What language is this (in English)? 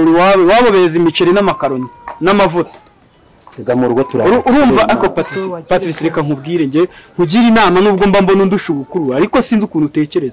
Kinyarwanda